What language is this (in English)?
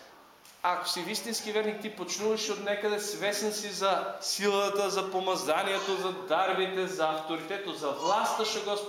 Macedonian